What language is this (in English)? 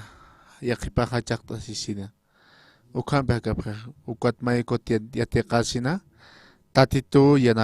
Aymara